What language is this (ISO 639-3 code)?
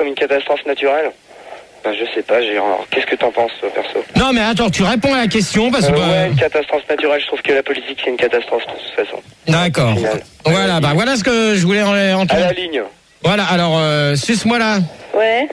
fra